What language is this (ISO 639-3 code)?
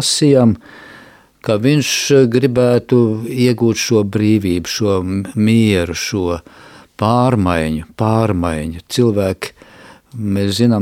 lav